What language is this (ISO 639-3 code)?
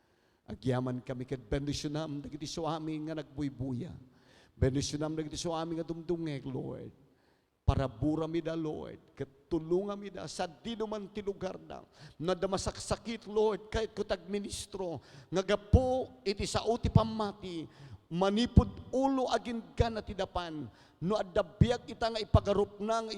ilo